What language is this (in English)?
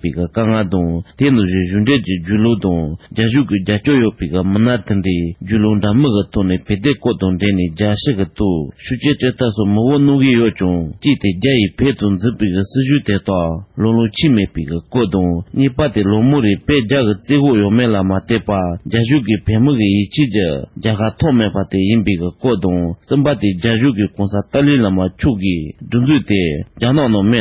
Tibetan